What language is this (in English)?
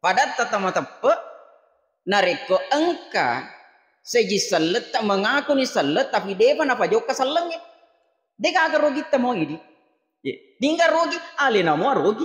Buginese